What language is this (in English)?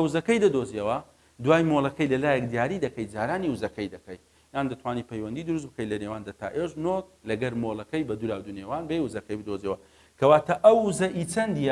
Central Kurdish